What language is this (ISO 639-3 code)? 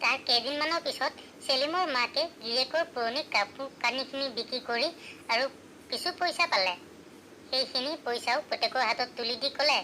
asm